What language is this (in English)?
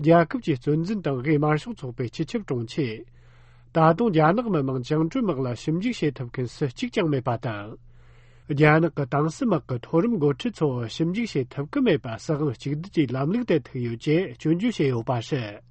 Tibetan